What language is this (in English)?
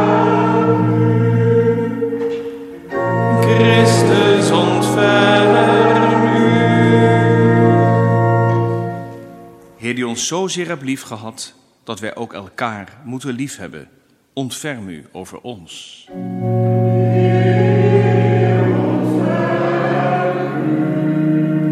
Dutch